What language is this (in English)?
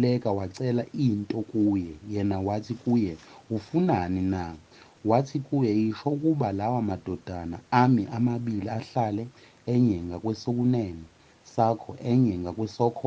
Zulu